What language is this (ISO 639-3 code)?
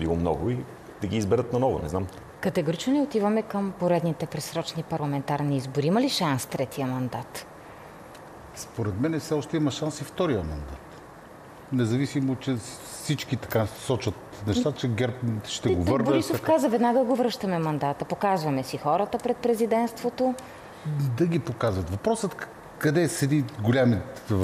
bul